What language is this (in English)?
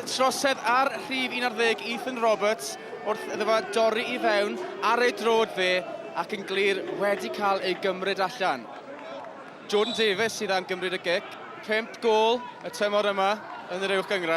Welsh